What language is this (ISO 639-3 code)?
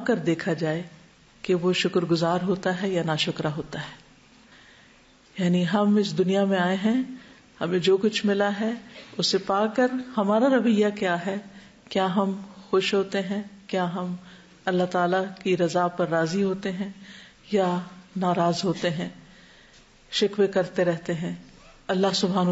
urd